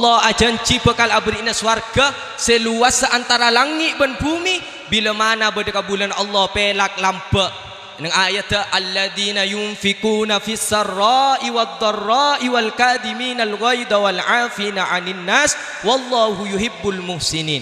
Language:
Madurese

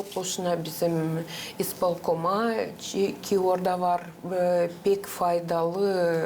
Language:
Gagauz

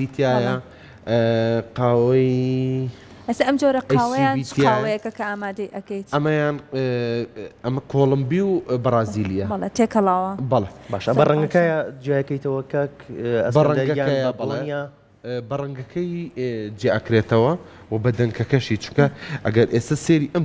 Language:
Central Kurdish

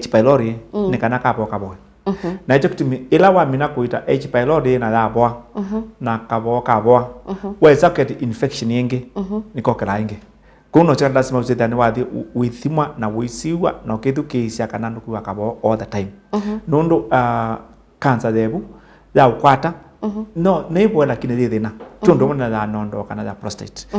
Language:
Kamba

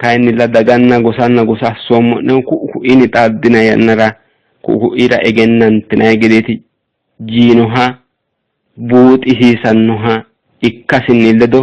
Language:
Sidamo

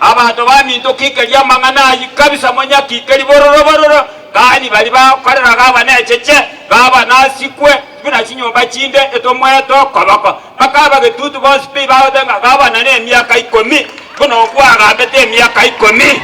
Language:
Gusii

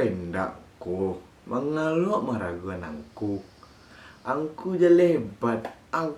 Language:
Minangkabau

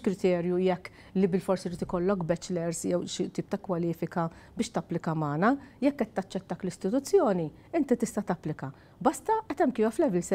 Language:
Maltese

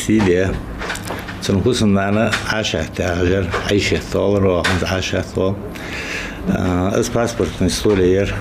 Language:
Ingush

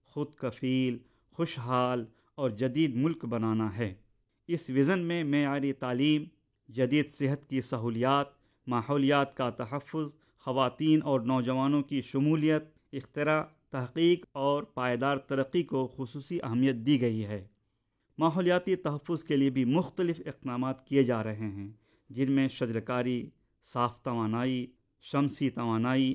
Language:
Urdu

